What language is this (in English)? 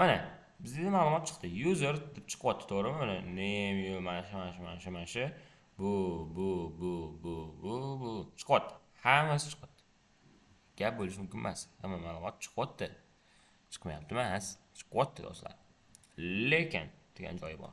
Uzbek